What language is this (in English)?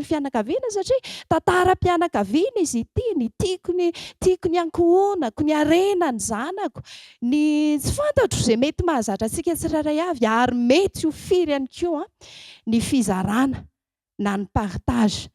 Malagasy